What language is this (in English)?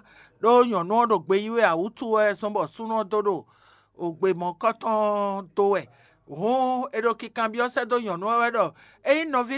Fon